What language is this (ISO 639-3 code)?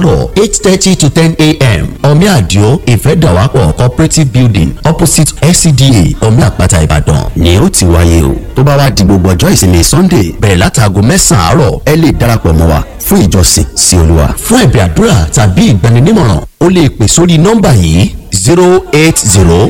yor